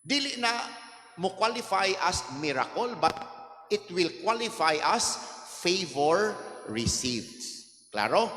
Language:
Cebuano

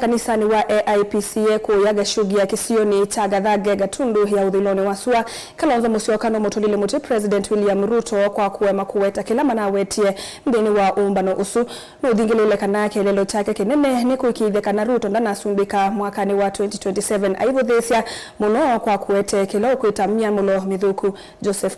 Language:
Kamba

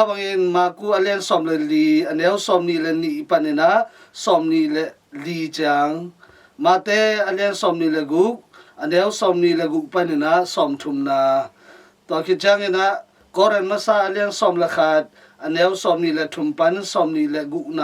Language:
Tedim Chin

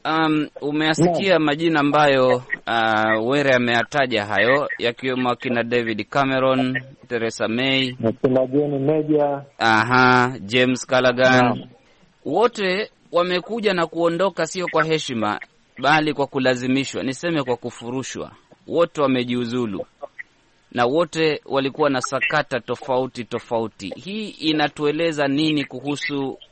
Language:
Swahili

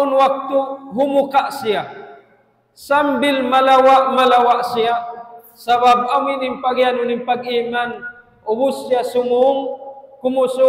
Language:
Tausug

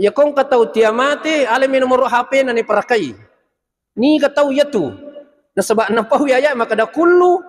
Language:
Buginese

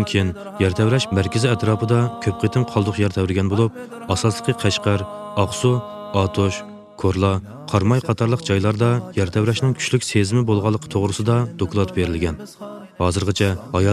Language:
Uyghur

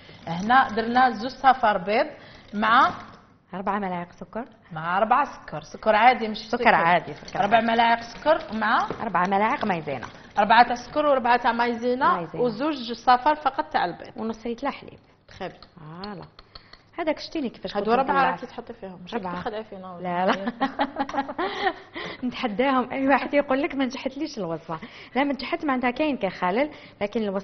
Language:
Algerian Arabic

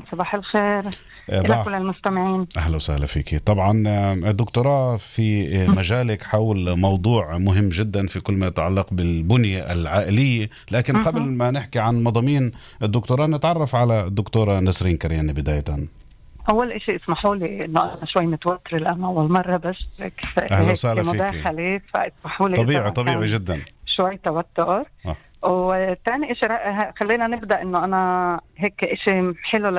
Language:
North Levantine Arabic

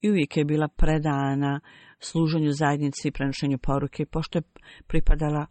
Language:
Bosnian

